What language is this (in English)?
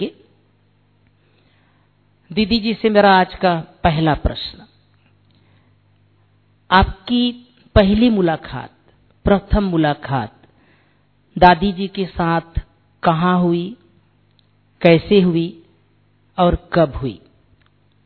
Hindi